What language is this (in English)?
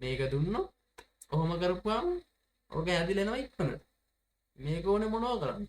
Sinhala